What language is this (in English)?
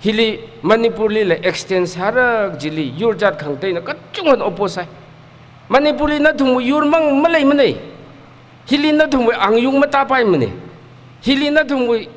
Tangkhul Naga (India)